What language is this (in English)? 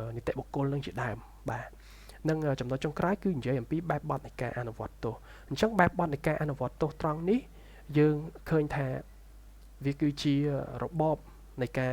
Khmer